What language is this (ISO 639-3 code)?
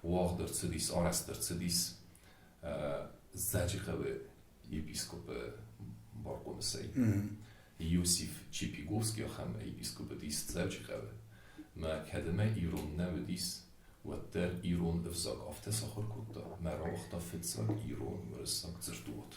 oss